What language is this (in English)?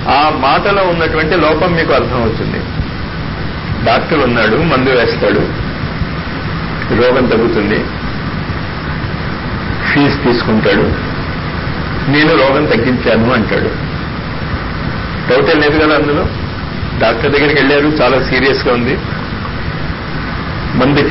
Telugu